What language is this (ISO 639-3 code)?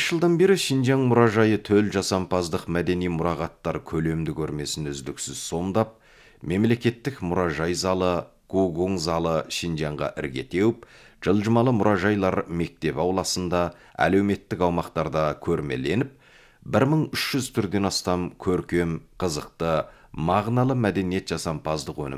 kaz